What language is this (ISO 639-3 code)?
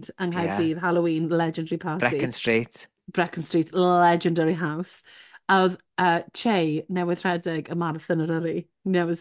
cym